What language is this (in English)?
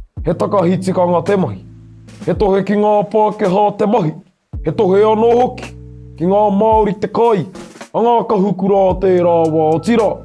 Māori